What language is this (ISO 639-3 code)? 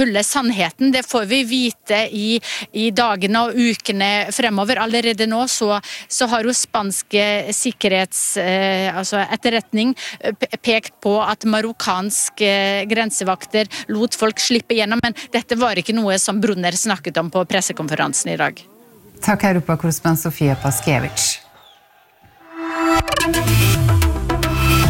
nor